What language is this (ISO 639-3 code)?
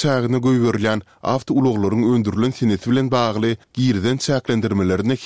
tuk